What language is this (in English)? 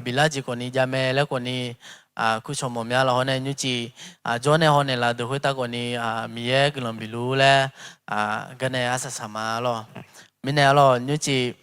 Akha